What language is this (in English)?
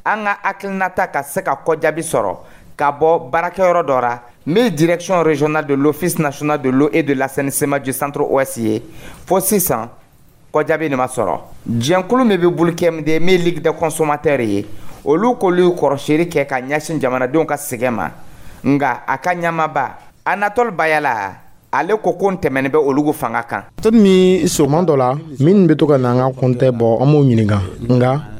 Dyula